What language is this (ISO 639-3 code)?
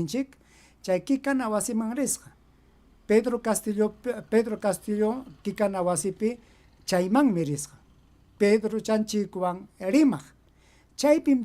quy